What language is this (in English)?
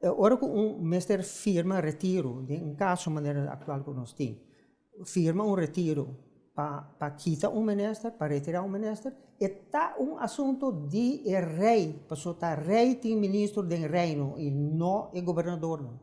Papiamento